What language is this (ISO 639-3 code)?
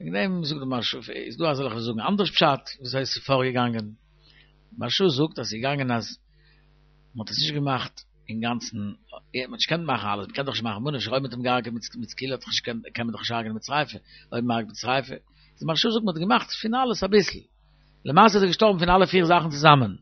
yid